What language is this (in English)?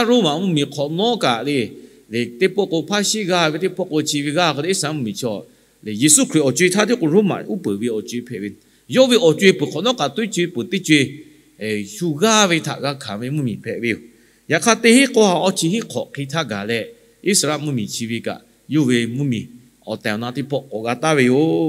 Lahu